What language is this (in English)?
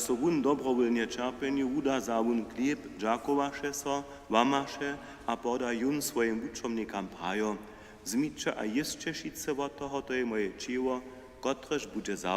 Upper Sorbian